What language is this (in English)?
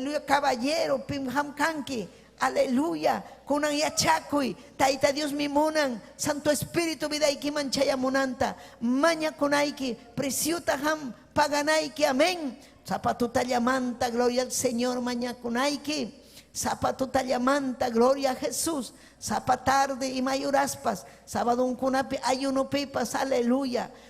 Ayacucho Quechua